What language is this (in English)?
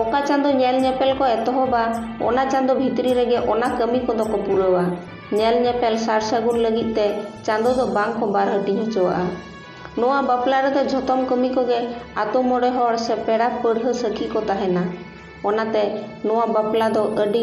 Santali